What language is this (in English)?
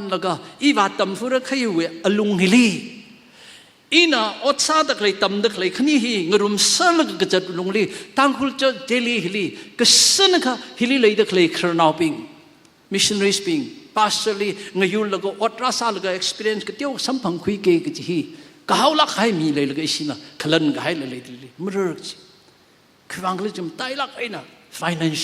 Tangkhul Naga (India)